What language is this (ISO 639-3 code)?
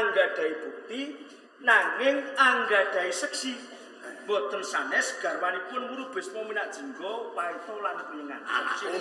jav